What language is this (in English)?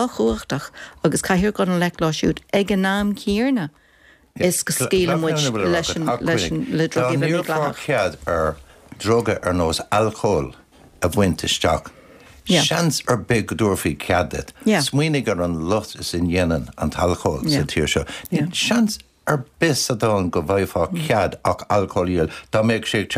Irish